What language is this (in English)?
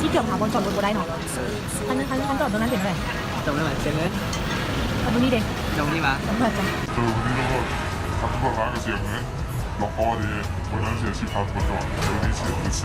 Lao